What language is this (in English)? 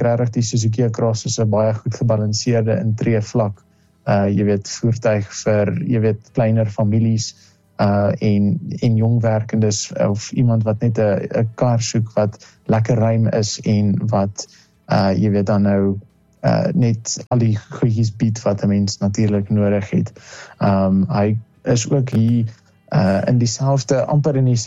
Afrikaans